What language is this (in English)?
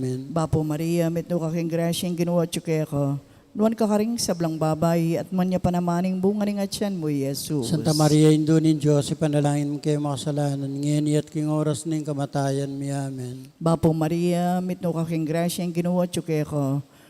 Pampanga